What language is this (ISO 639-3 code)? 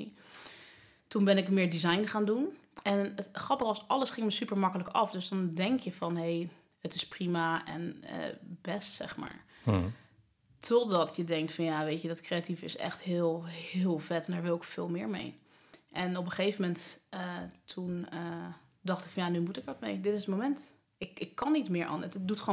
nld